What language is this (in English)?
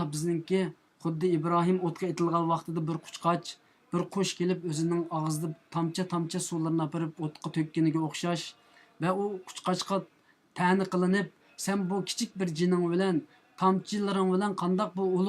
Uyghur